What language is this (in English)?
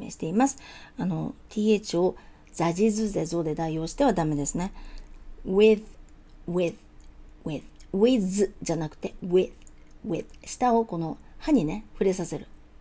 Japanese